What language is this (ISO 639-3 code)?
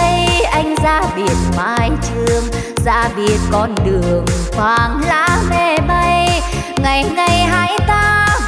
vie